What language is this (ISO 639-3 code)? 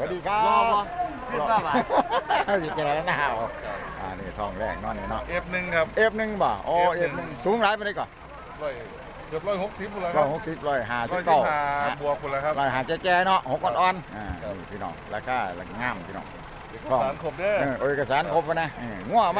tts